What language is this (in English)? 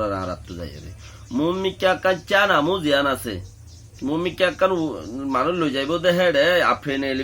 Rohingya